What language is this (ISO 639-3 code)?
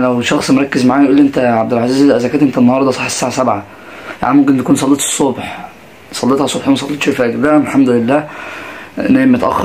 arz